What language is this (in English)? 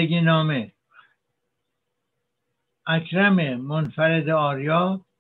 Persian